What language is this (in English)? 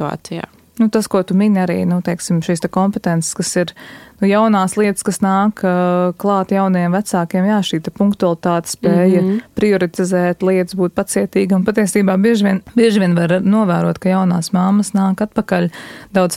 Latvian